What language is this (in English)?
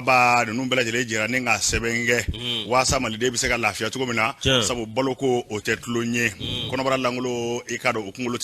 Bambara